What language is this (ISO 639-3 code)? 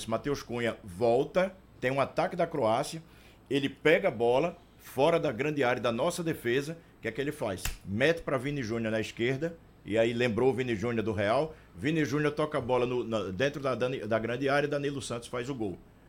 por